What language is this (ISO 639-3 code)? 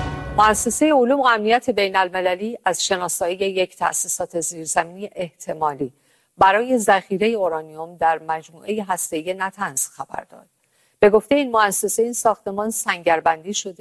fas